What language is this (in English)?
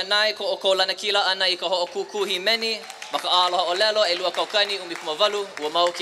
Hawaiian